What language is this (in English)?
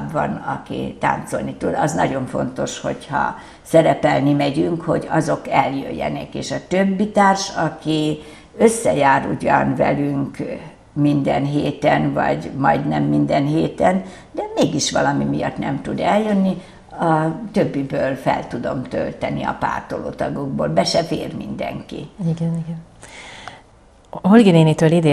Hungarian